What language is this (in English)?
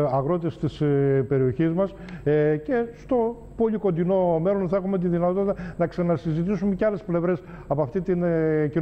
Greek